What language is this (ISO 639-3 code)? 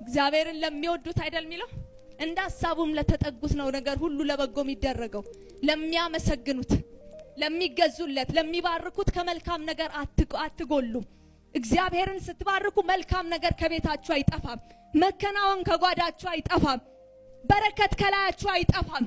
amh